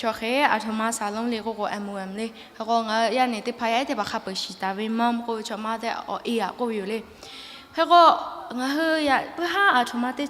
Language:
Lahu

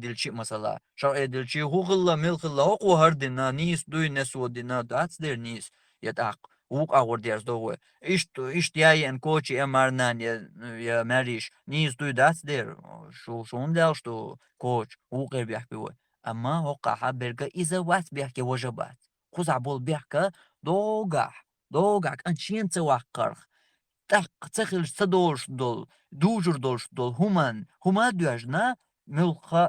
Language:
Chechen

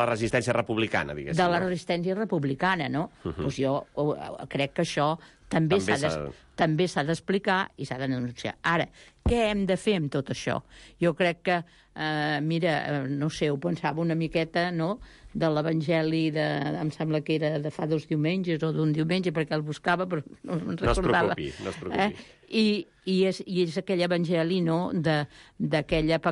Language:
Catalan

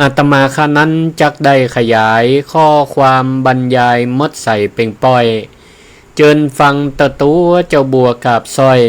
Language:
Northern Thai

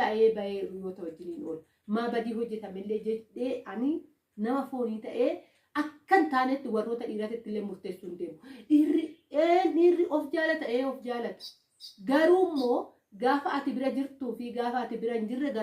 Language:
Oromo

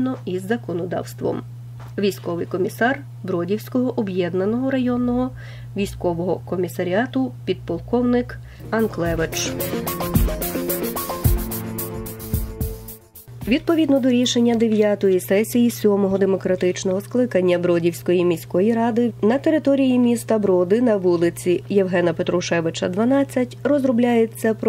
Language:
Ukrainian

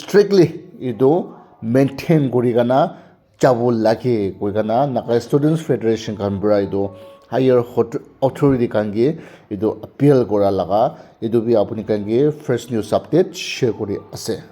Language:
Naga Pidgin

